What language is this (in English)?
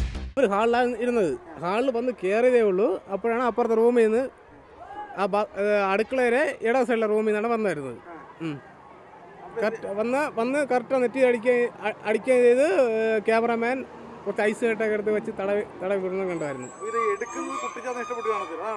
Malayalam